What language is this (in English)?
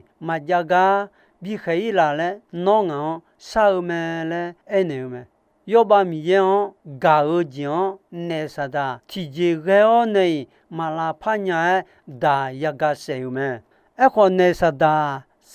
Akha